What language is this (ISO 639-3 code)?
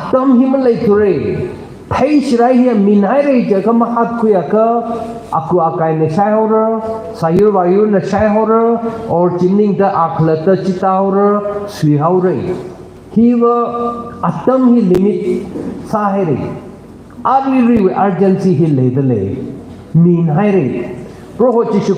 nmf